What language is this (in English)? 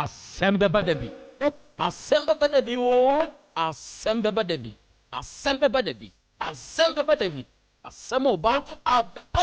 Akan